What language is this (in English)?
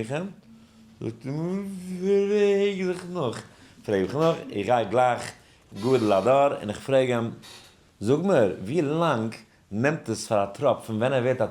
Yiddish